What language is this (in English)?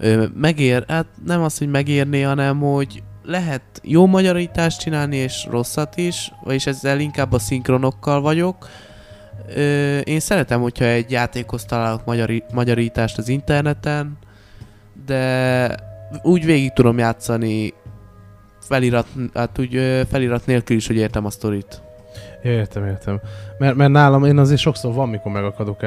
Hungarian